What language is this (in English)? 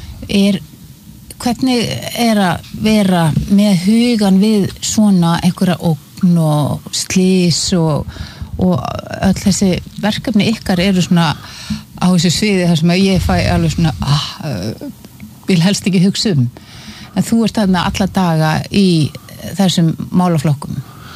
Icelandic